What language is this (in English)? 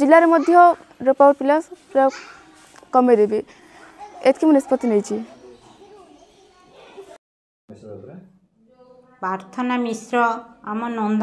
Odia